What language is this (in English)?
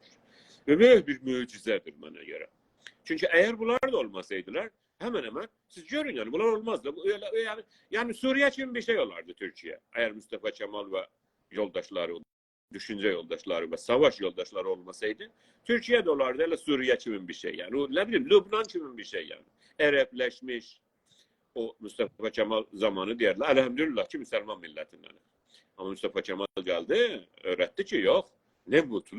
South Azerbaijani